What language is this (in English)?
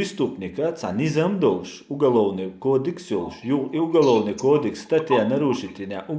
Chechen